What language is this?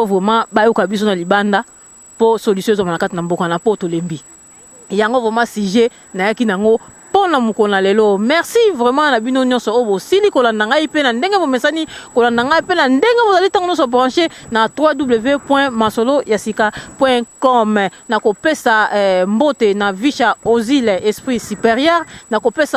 Lingala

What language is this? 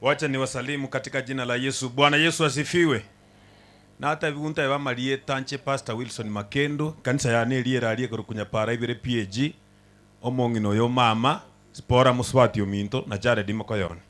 Gusii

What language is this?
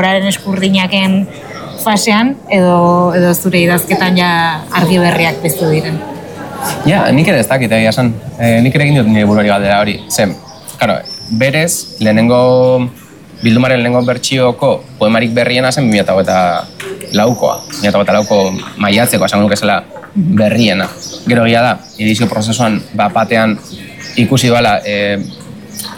Basque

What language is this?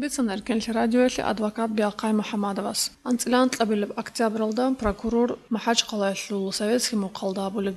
Avaric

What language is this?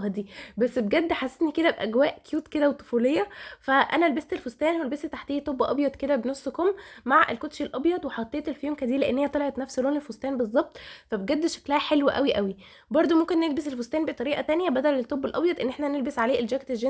Egyptian Arabic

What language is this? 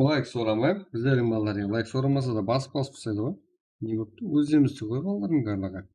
Kara-Kalpak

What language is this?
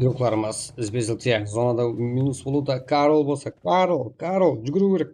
Kara-Kalpak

